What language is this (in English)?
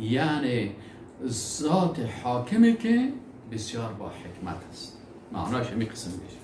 Persian